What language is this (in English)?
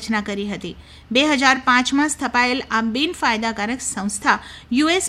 Gujarati